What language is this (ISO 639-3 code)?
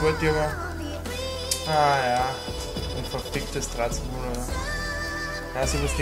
deu